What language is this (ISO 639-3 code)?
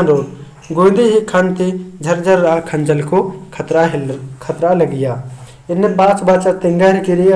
kru